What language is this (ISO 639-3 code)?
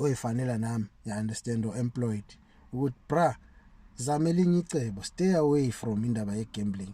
zul